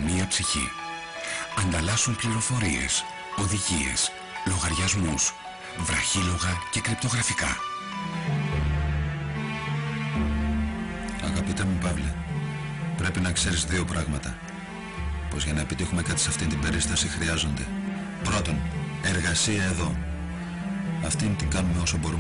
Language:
Greek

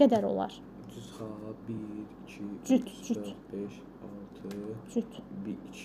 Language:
Azerbaijani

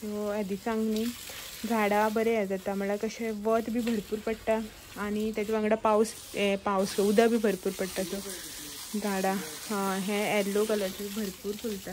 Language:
Konkani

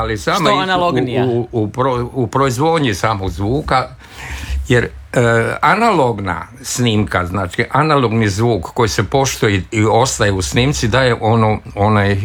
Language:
Croatian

